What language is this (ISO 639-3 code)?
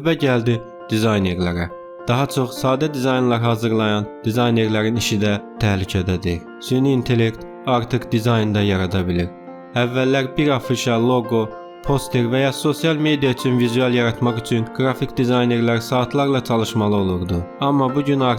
aze